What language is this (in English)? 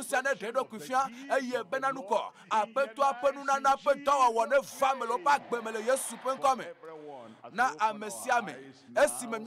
Ewe